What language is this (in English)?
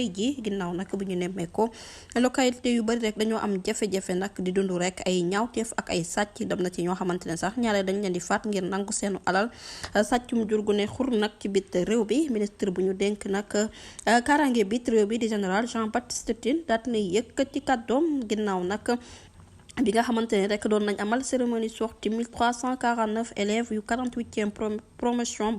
Wolof